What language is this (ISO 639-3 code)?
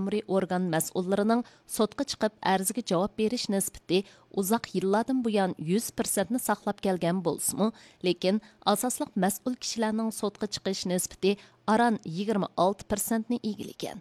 uig